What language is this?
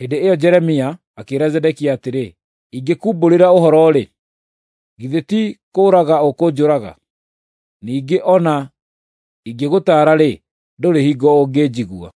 Kikuyu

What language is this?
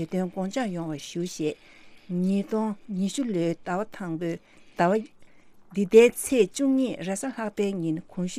Tibetan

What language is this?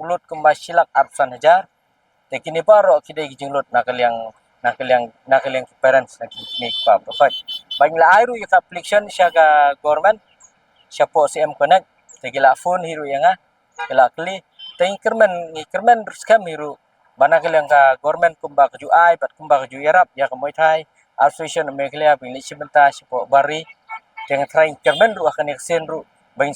Khasi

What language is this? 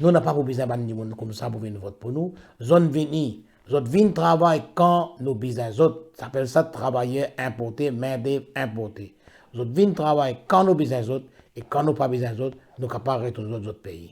Morisyen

